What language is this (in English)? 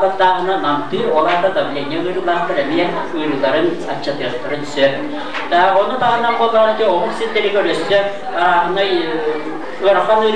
Yakut